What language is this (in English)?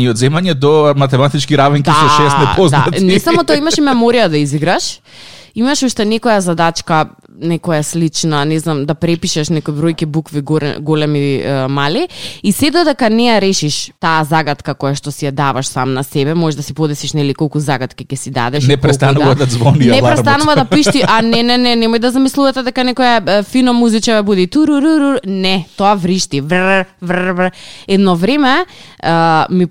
Macedonian